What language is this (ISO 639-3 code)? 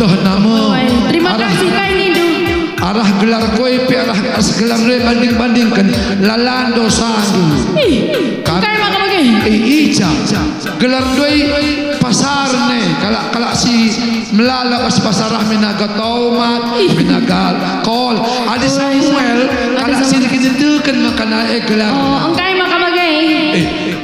btx